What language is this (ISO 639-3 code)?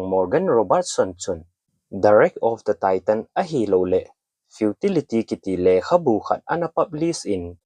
tcz